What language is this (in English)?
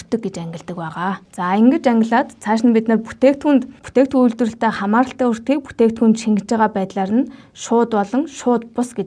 Mongolian